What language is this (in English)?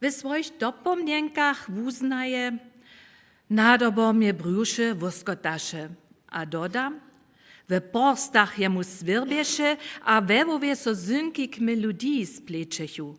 Upper Sorbian